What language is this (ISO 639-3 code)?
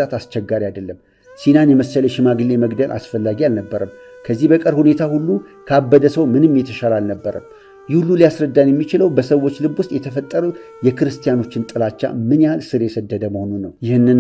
amh